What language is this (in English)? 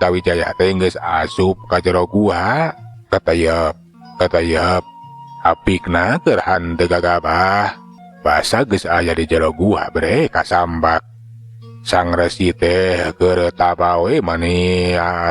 Sundanese